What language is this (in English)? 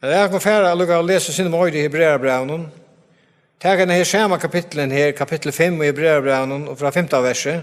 Faroese